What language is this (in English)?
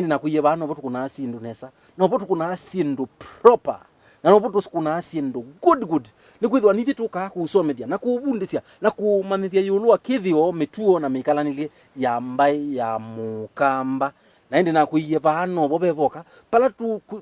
Kamba